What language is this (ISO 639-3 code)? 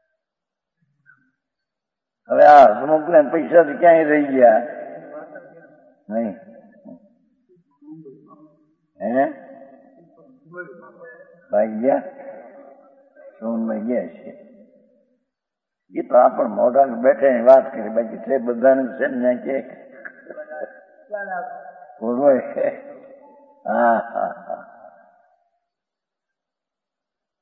guj